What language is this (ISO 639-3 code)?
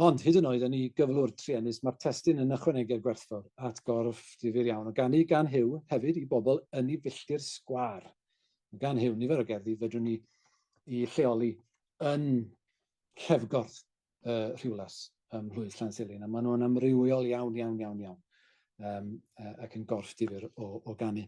cym